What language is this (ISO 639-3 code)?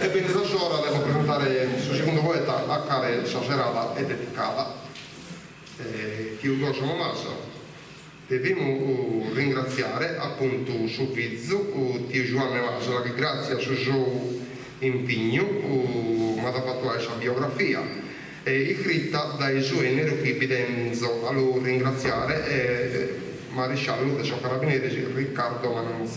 srd